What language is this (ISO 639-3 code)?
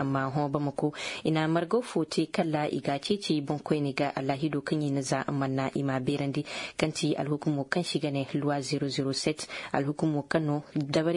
ses